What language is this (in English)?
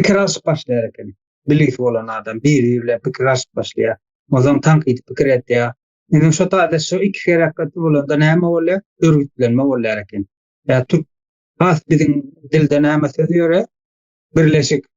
Turkmen